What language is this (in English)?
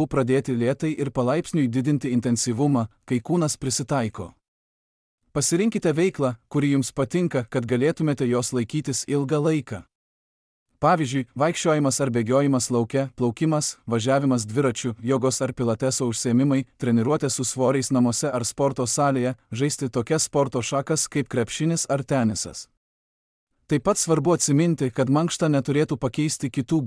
Lithuanian